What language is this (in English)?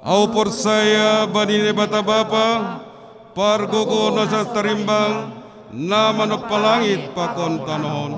Batak Simalungun